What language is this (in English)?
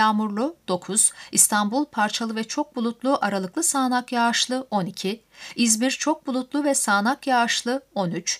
Turkish